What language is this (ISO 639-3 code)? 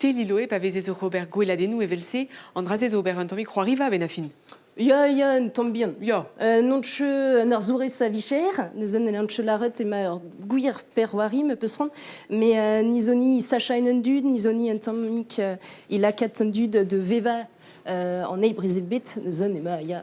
bre